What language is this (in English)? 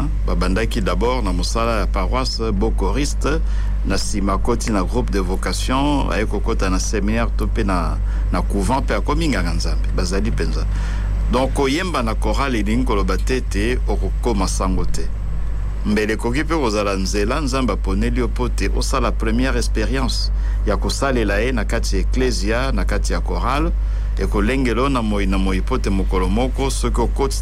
Lingala